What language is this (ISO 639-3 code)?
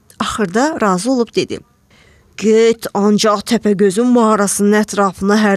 aze